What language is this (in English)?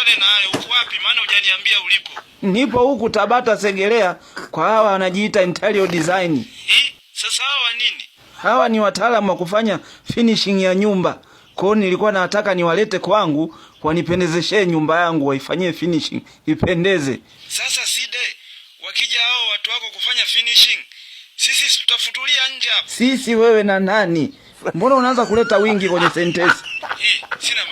Swahili